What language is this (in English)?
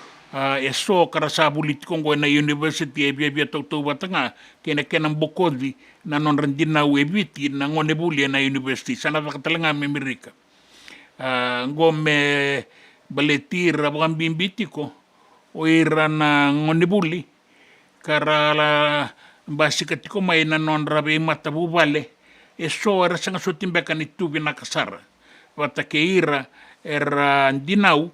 Fijian